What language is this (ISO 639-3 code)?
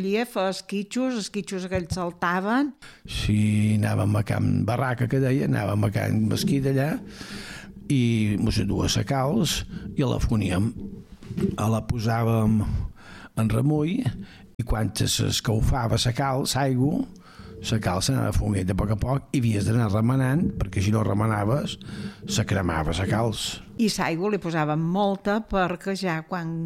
cat